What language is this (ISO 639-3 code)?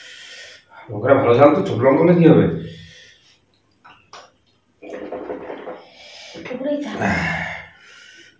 ben